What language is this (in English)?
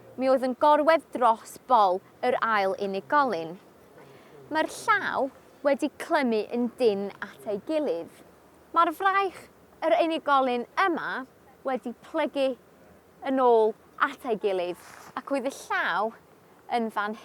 Welsh